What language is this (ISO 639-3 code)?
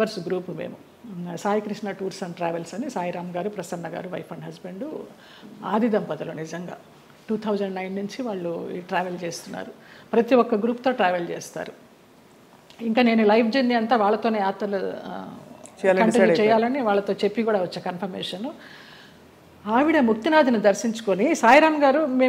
tel